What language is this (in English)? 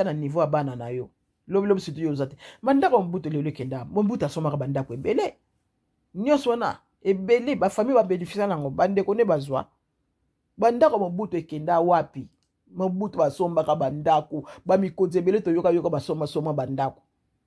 Lingala